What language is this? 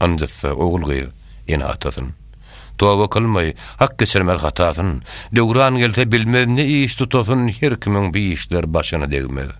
Turkmen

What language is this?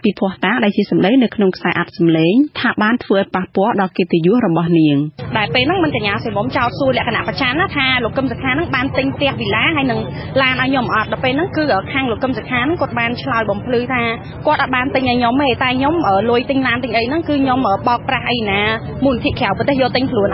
Khmer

